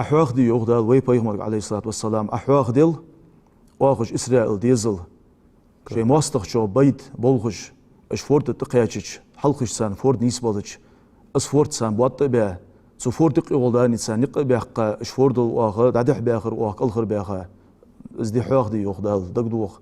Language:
Ingush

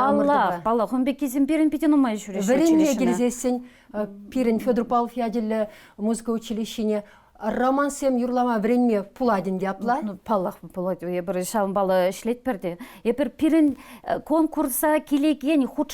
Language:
Chuvash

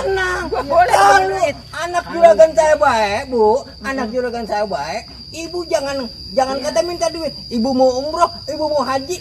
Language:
Betawi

